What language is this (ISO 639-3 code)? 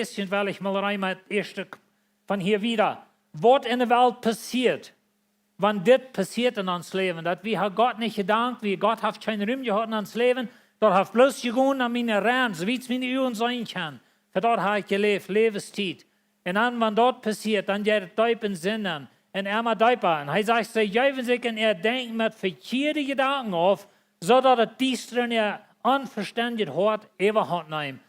pdt